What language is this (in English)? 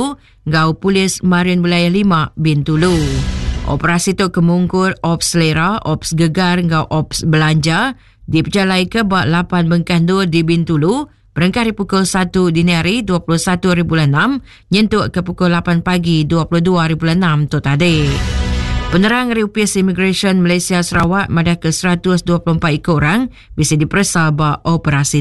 Iban